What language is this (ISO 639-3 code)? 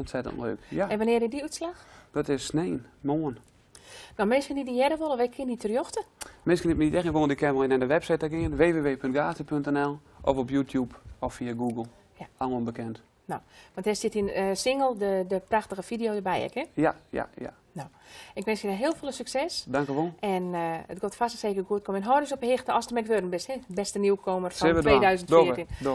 fry